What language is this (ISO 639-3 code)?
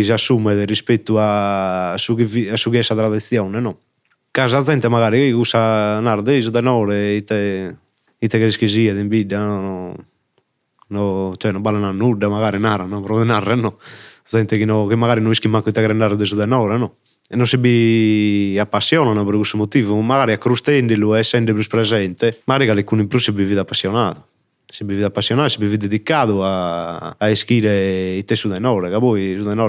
srd